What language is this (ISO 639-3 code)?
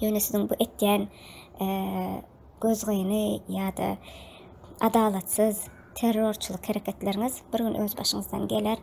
tuk